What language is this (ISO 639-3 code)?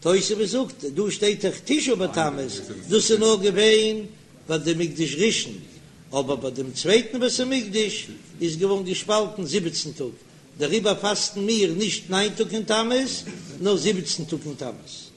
yid